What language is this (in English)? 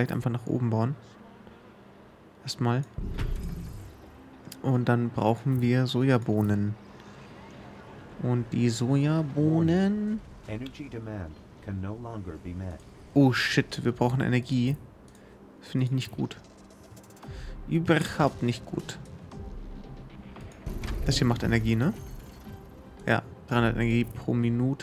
German